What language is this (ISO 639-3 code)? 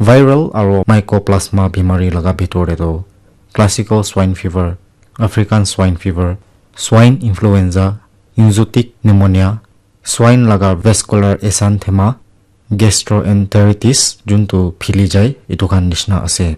nag